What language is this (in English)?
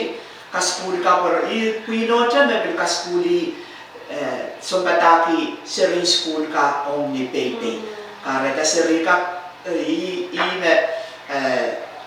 Pohnpeian